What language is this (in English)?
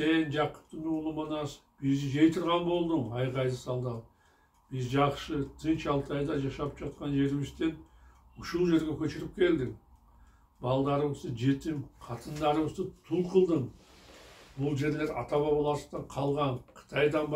Kyrgyz